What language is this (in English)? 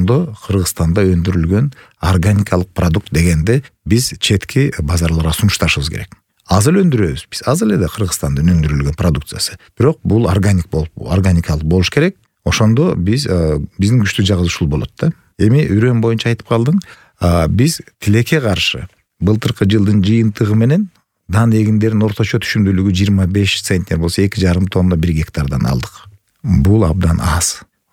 Kyrgyz